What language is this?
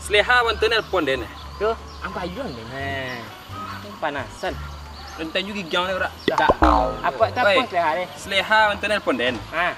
Minangkabau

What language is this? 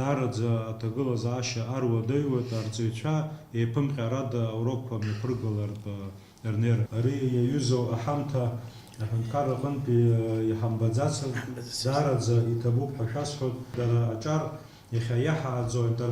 Abkhazian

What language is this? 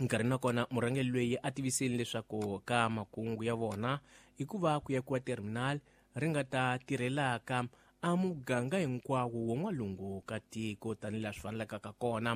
Tsonga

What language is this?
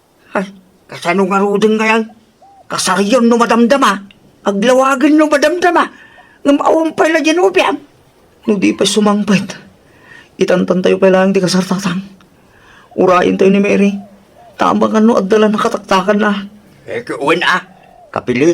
Iloko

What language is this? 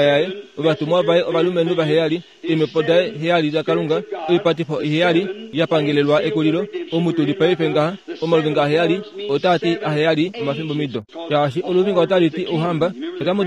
Kuanyama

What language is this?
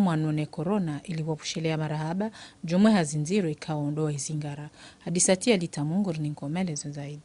Ngazidja Comorian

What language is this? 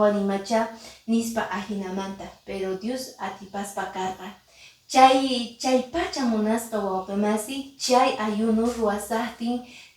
Quechua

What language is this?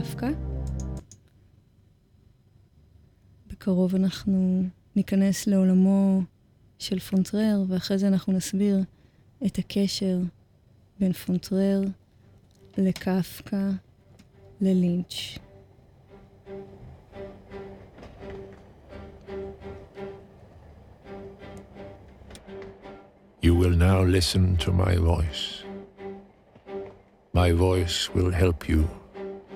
Hebrew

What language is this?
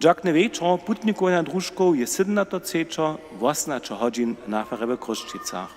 Upper Sorbian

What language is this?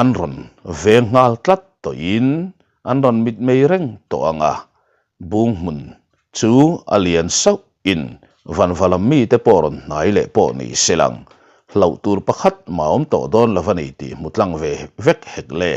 Mizo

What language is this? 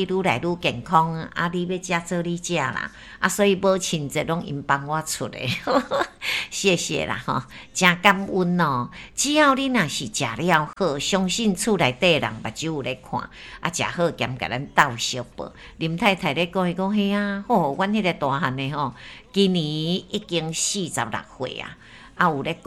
Min Nan Chinese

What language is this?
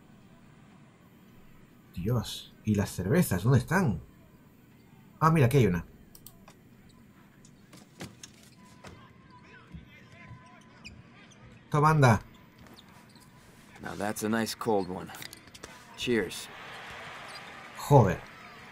Spanish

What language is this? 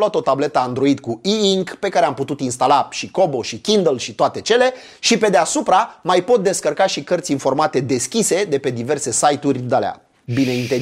Romanian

